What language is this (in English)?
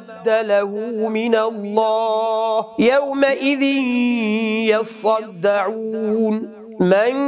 Arabic